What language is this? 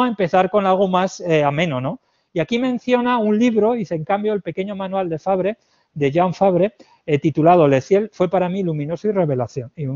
Spanish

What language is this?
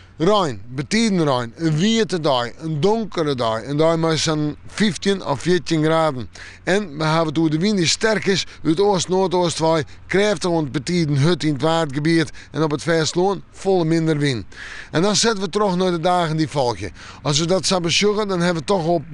Western Frisian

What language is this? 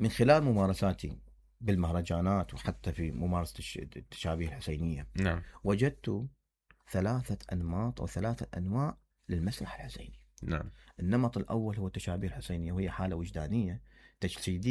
Mesopotamian Arabic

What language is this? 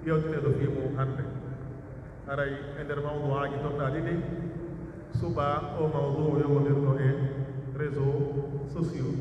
Pular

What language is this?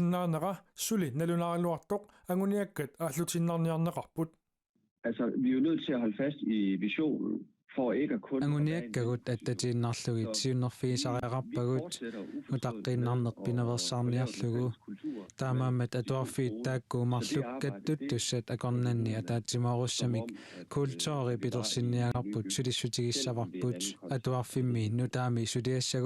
Kalaallisut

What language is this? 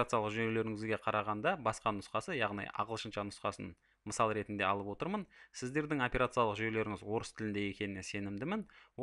Kazakh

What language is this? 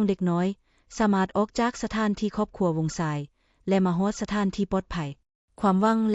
Lao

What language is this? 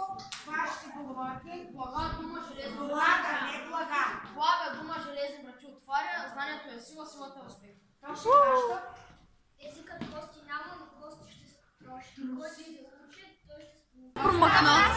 Bulgarian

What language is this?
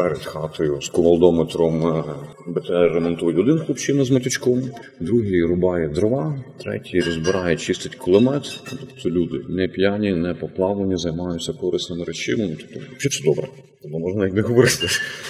Ukrainian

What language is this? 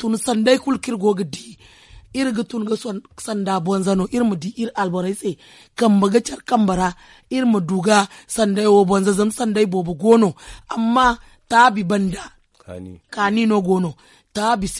Zarma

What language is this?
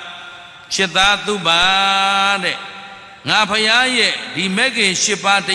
Burmese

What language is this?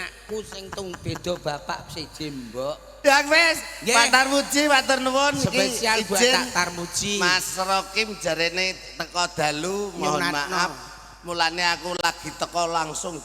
Javanese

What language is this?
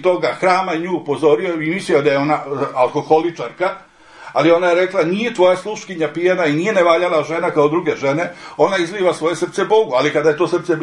Serbian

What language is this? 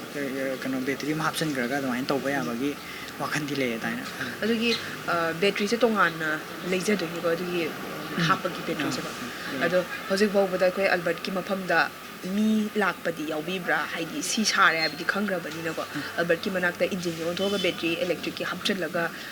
Manipuri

